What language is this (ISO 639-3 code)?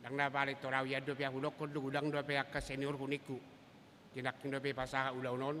bbc